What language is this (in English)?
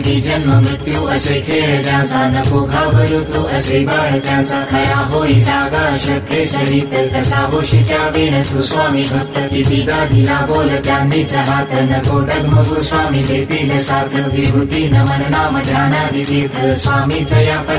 Marathi